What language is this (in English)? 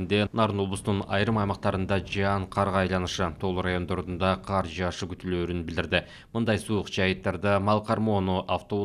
Kyrgyz